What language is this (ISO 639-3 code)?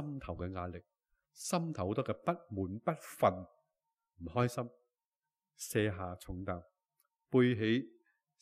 yue